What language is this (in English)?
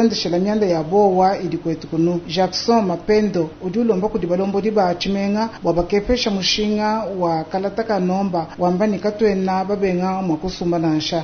Luba-Lulua